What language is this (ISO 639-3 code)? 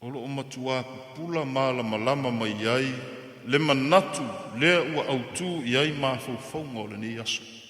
smo